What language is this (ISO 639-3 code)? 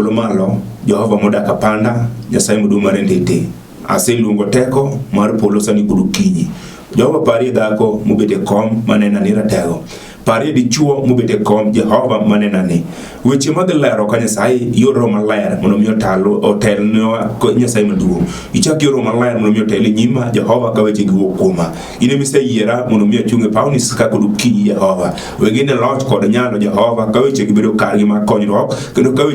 luo